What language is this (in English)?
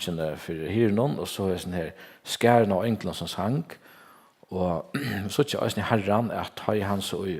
Faroese